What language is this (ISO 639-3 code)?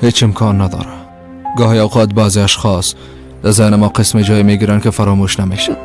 fas